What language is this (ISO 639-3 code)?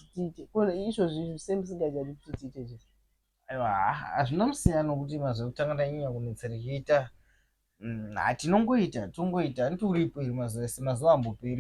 sna